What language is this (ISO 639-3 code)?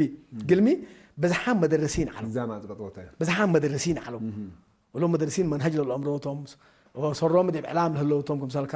tig